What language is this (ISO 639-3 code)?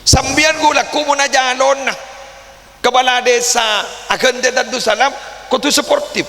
mad